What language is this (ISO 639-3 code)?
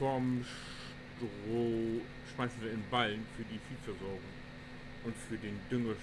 nds